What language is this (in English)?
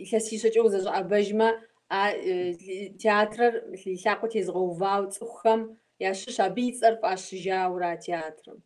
Kabardian